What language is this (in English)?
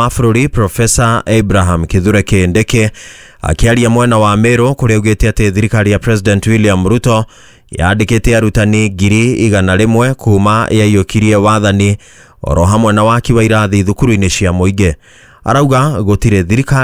Kikuyu